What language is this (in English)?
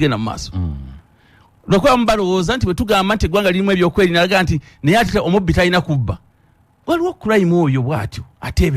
Ganda